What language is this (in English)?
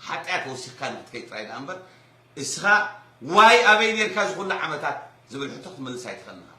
Tigrinya